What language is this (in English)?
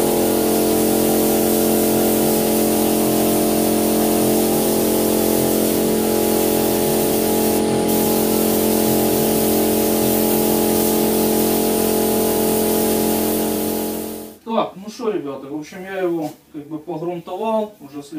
Russian